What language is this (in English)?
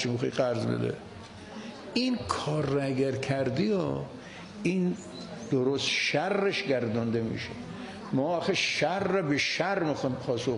Persian